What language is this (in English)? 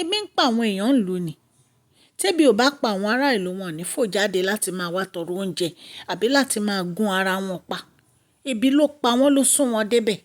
Yoruba